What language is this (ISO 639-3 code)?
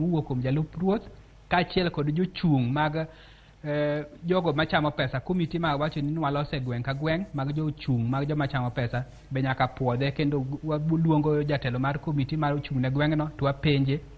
luo